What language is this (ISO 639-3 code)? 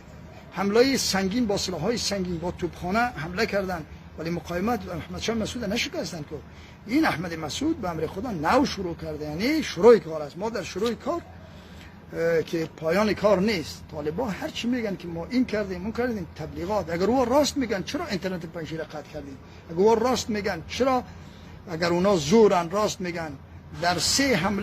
fas